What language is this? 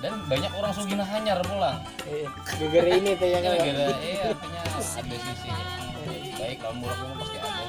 Banjar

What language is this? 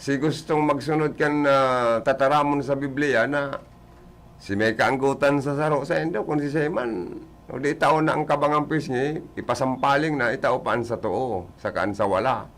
Bikol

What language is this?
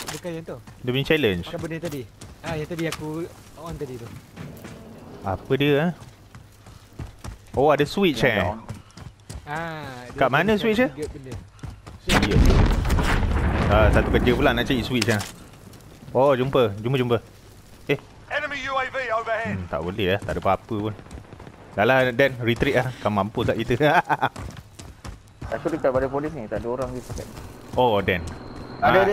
Malay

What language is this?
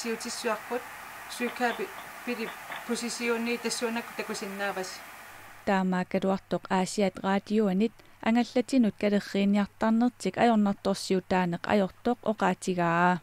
Kalaallisut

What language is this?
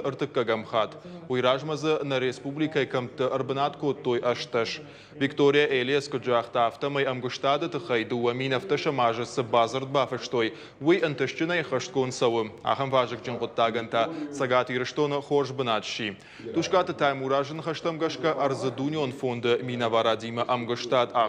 Ossetic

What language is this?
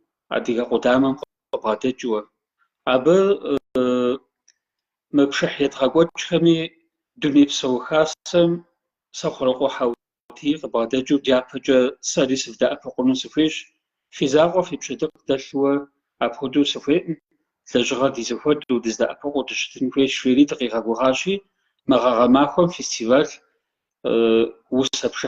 Kabardian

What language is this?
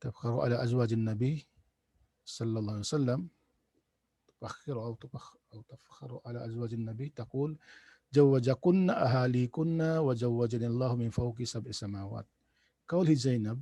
Tausug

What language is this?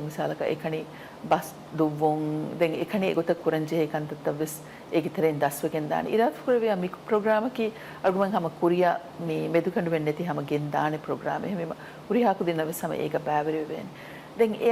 Divehi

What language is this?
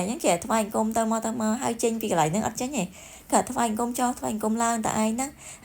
Khmer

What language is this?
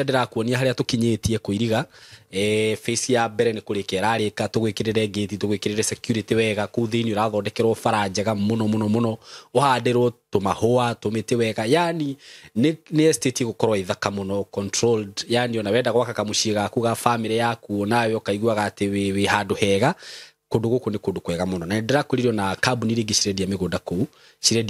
Kikuyu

